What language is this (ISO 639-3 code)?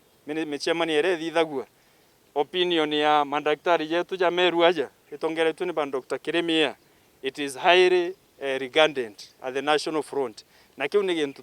mer